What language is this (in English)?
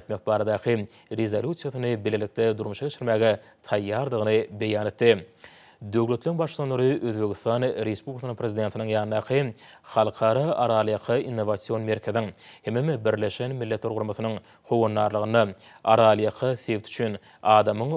Turkmen